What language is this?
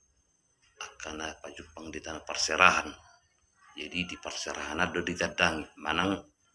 Batak Toba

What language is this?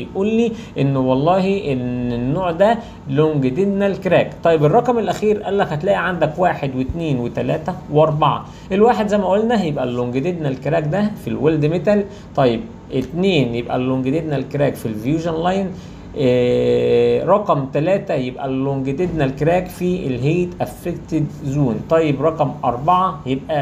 Egyptian Arabic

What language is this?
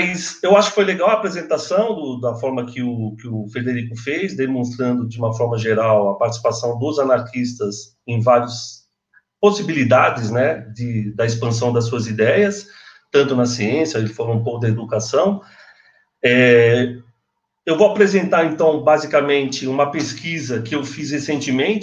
Portuguese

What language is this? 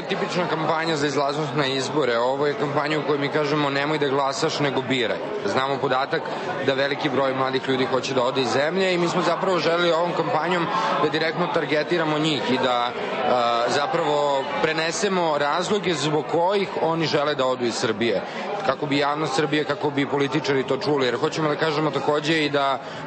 Serbian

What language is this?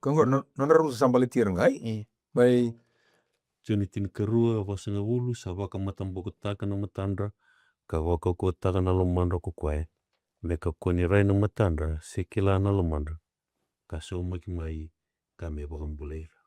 Fijian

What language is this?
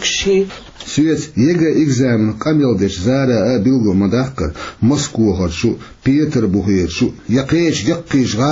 Chechen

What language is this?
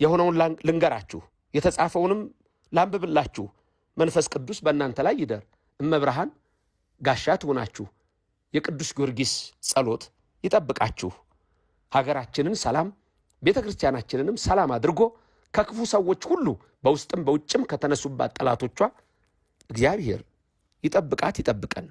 Amharic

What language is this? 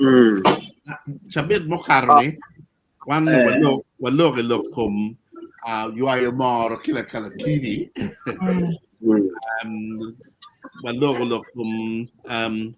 Acoli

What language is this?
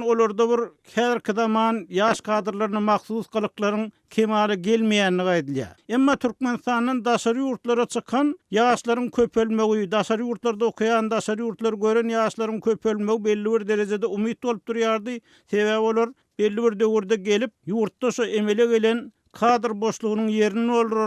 Turkmen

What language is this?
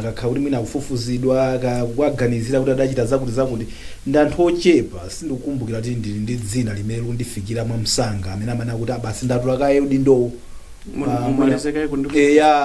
Nyanja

